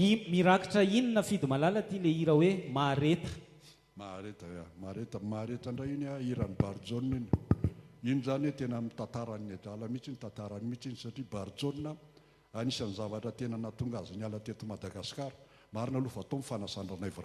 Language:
Malagasy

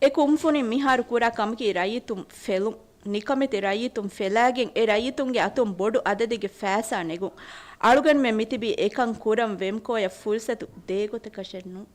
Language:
Divehi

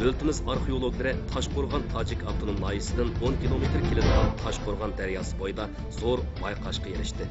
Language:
Uyghur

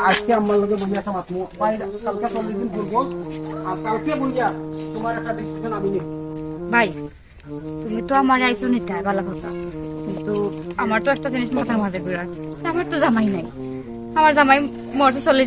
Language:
Sylheti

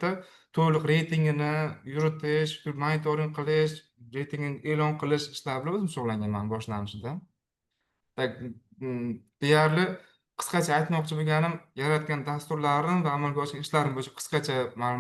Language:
Uzbek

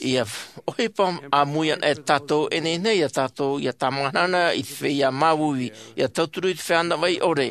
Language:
Tahitian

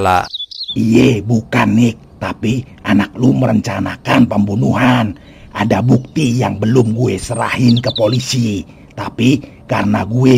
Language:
Betawi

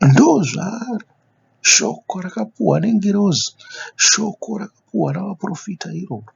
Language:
Shona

